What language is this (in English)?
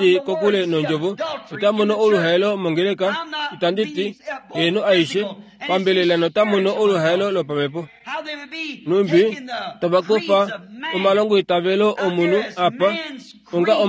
Kuanyama